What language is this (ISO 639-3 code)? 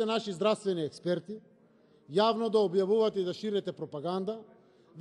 mkd